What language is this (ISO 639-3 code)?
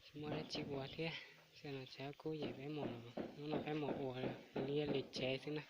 hmn